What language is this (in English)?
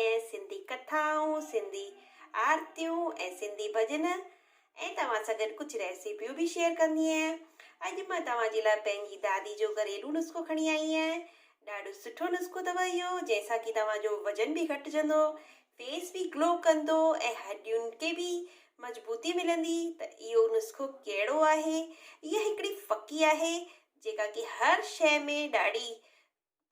Sindhi